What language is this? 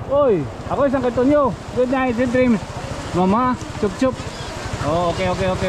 Waray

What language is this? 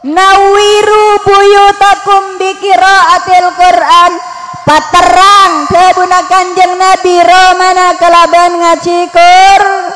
Madurese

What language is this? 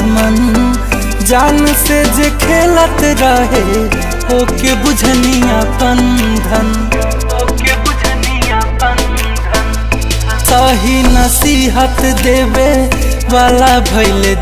Bhojpuri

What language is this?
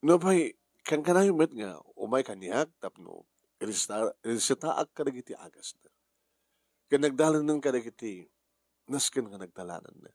Iloko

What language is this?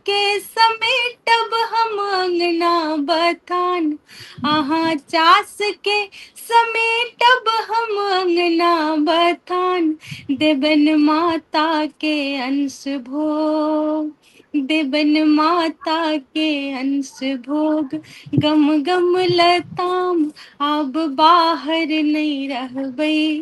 Maithili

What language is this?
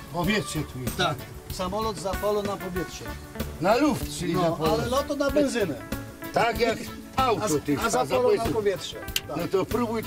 Silesian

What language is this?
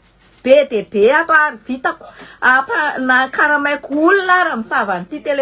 Malagasy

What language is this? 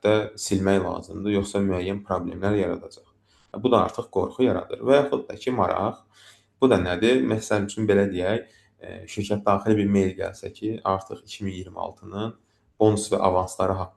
Azerbaijani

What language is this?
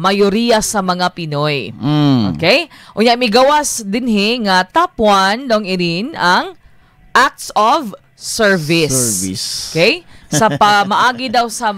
Cebuano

